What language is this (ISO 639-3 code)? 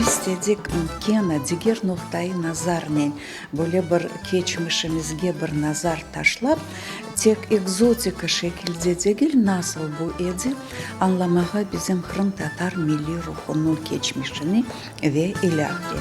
crh